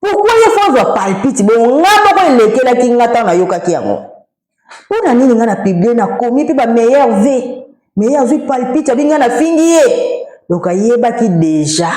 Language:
Lingala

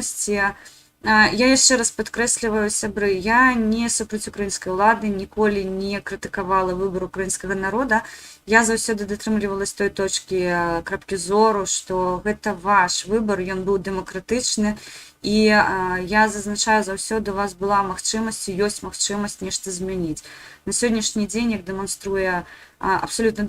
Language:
Belarusian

